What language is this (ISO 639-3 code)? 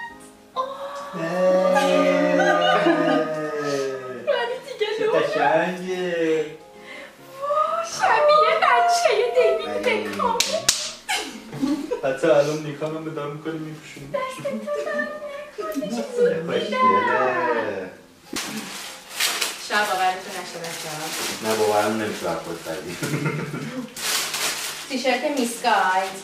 fas